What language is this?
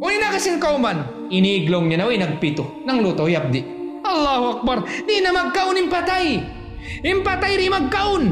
Tausug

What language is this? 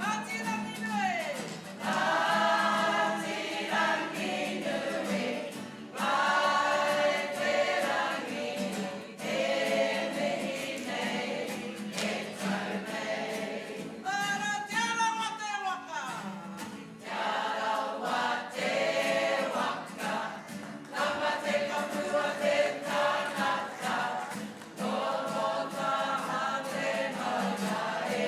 Māori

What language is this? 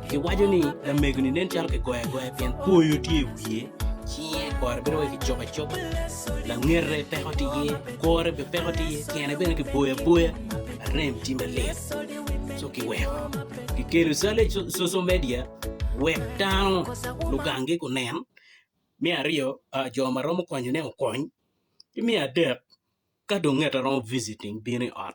Acoli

